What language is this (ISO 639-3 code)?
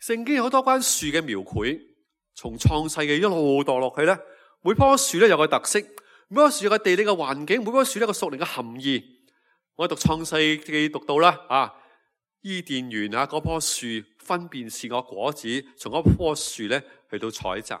yue